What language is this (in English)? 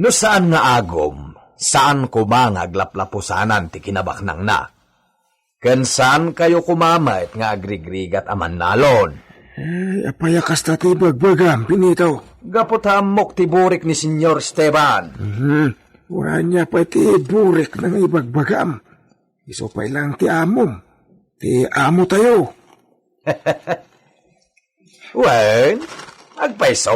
Iloko